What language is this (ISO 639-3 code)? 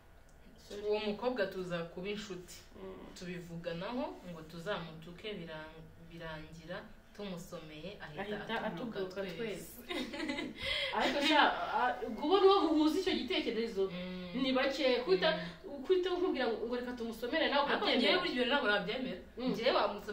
kin